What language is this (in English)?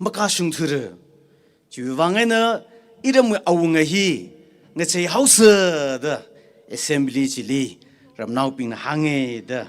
Tangkhul Naga (India)